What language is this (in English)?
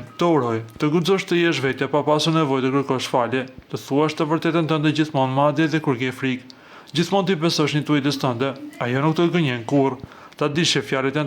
Albanian